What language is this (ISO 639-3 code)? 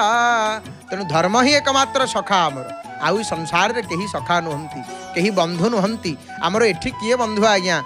ori